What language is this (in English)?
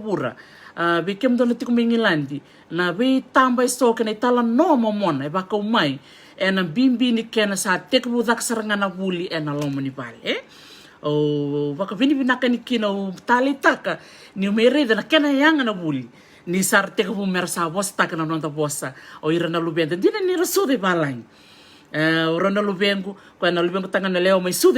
Fijian